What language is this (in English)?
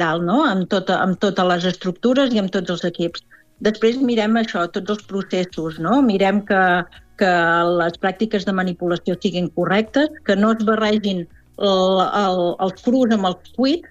Catalan